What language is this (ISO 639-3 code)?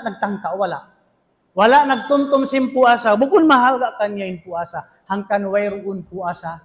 tsg